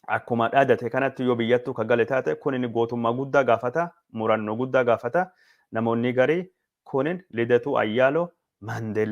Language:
Oromo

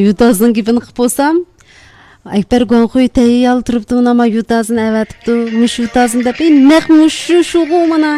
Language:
Uyghur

